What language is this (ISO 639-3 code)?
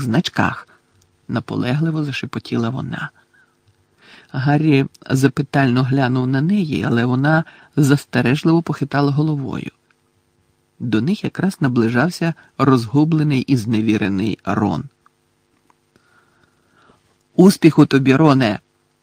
ukr